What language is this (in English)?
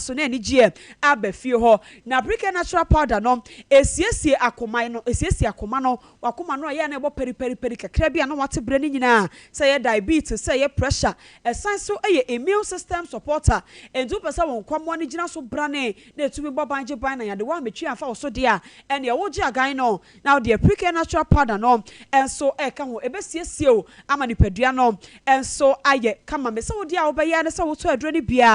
Akan